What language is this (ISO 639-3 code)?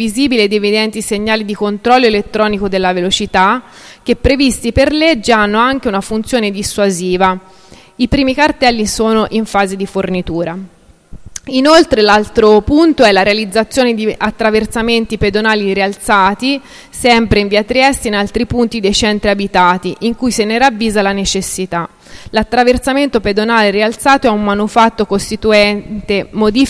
ita